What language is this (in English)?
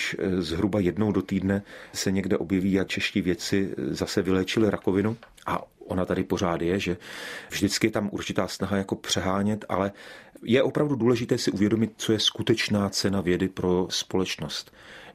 Czech